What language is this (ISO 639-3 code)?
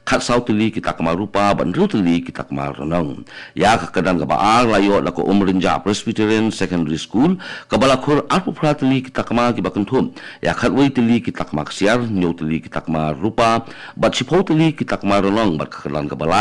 kha